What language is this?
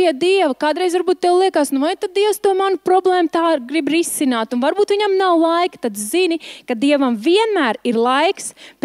Latvian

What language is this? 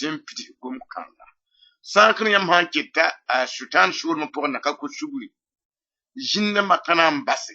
Mossi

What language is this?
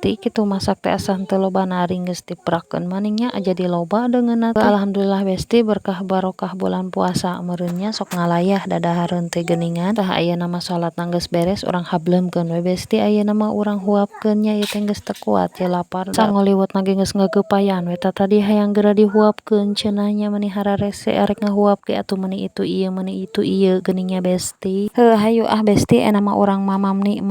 Sundanese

